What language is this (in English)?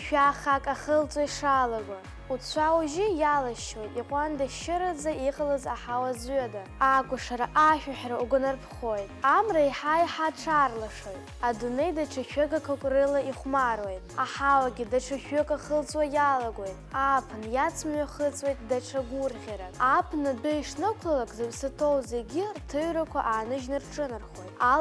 Abkhazian